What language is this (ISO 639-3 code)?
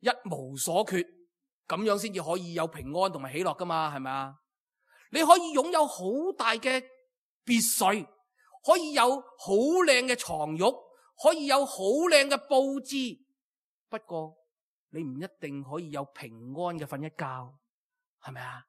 yue